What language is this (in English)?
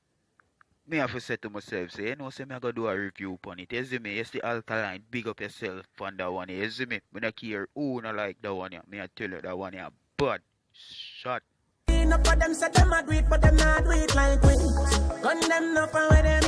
Jamaican Creole English